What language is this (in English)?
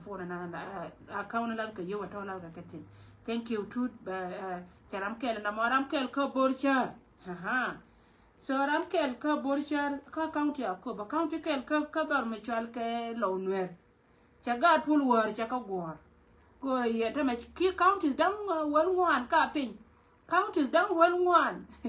Nuer